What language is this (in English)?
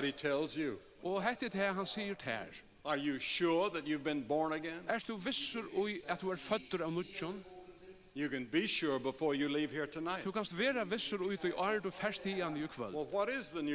Faroese